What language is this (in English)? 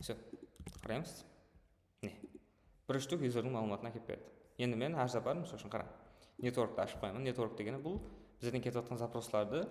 Kara-Kalpak